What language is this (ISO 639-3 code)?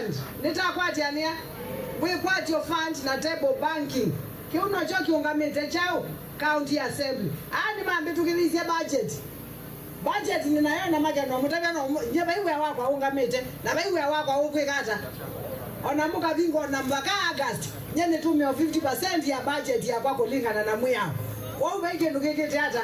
kam